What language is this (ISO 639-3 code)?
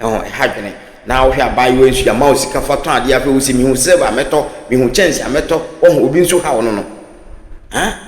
aka